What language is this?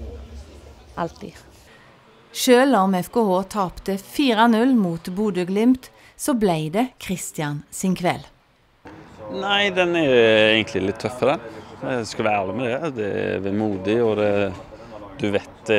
Norwegian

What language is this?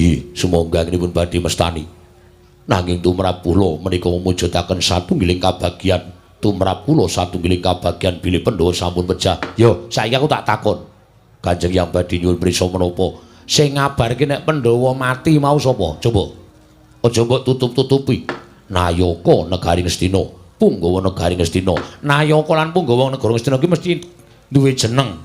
Javanese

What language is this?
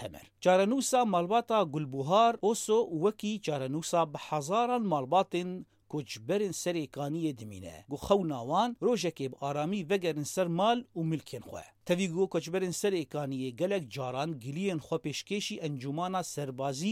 Kurdish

